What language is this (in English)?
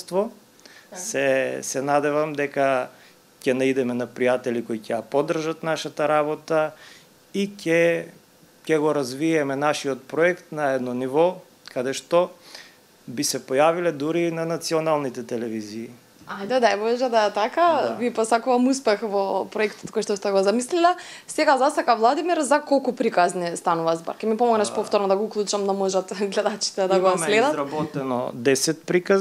Macedonian